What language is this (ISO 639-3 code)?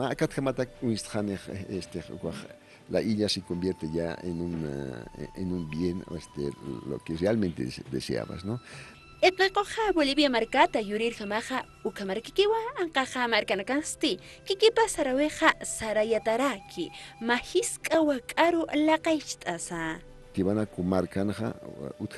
aym